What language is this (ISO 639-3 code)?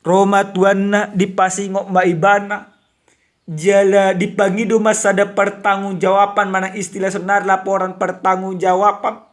bbc